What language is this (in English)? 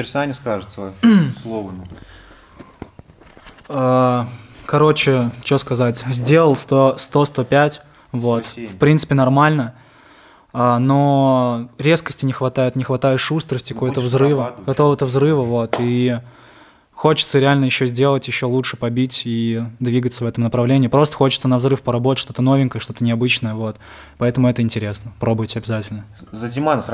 Russian